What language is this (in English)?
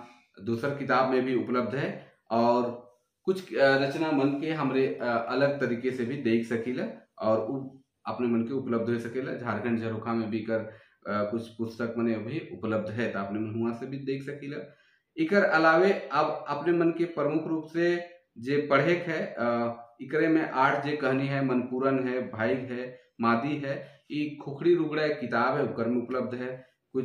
Sadri